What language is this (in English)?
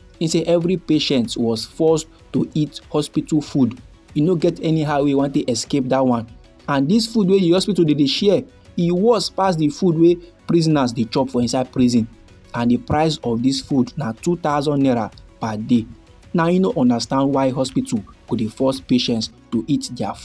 Nigerian Pidgin